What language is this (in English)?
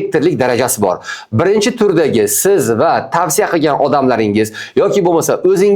Uzbek